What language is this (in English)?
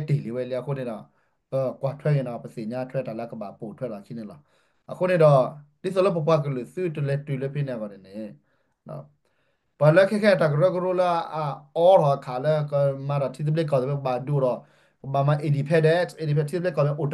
S'gaw Karen